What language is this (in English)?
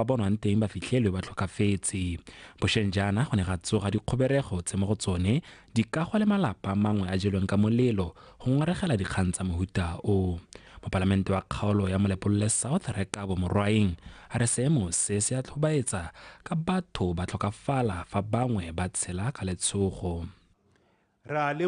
Tswana